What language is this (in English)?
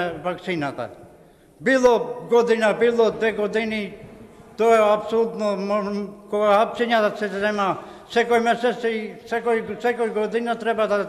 Macedonian